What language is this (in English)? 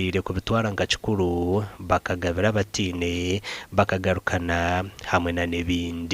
Nyankole